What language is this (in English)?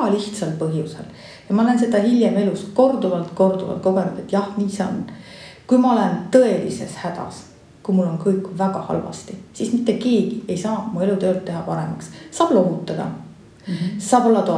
Estonian